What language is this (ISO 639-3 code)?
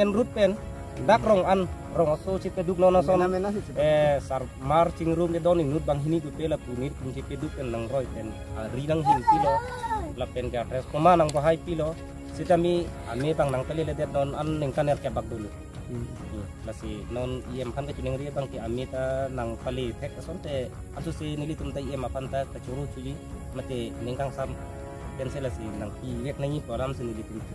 mjw